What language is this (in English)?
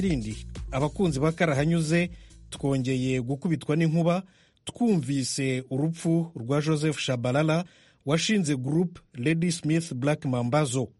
Kinyarwanda